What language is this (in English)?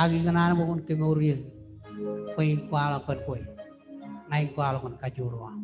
Marshallese